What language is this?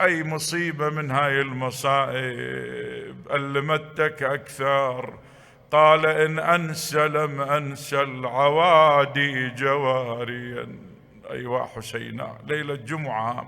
Mesopotamian Arabic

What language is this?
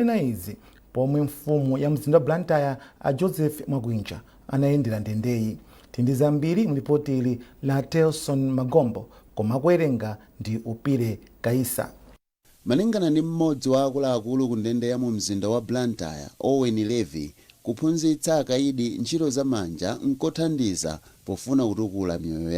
Nyanja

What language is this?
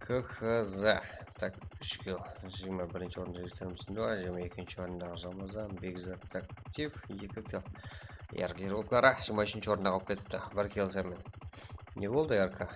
Kara-Kalpak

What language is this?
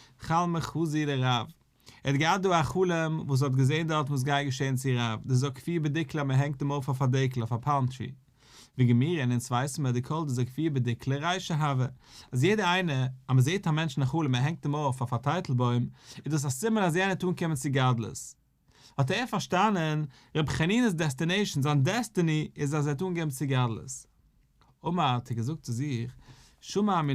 Yiddish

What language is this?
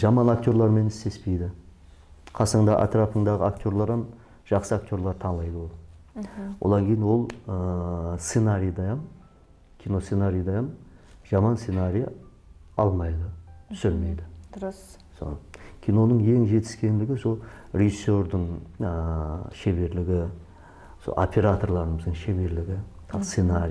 Kara-Kalpak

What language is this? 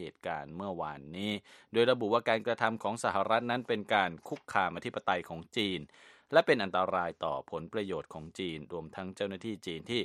Thai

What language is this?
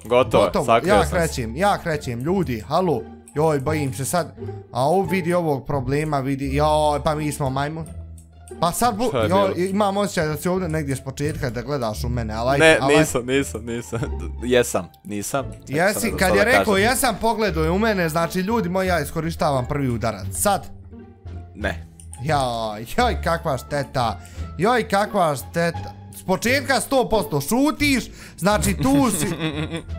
Bosnian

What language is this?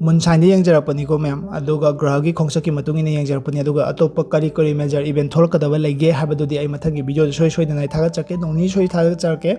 Manipuri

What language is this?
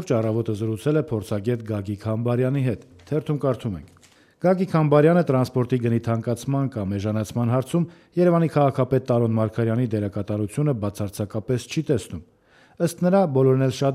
Armenian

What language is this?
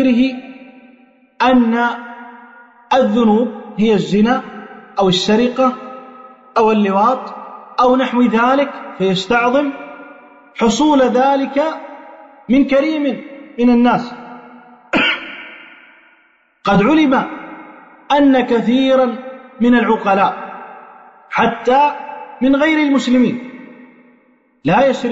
Arabic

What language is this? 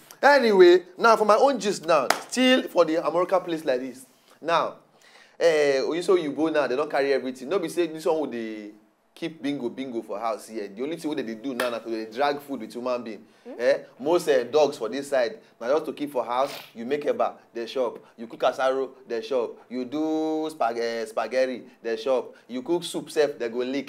Nigerian Pidgin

